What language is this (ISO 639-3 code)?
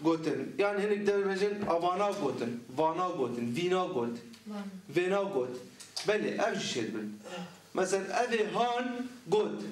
kur